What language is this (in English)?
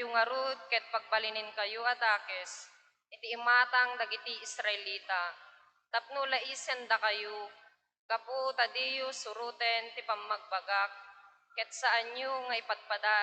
Iloko